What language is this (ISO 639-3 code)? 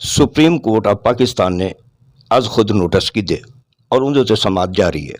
skr